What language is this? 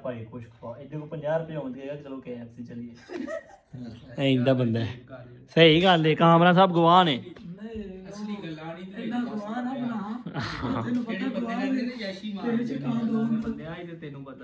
Punjabi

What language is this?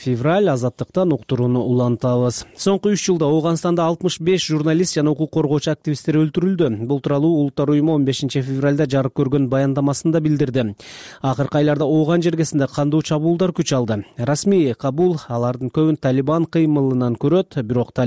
Kyrgyz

